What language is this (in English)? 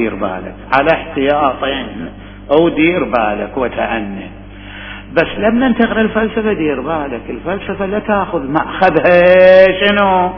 Mesopotamian Arabic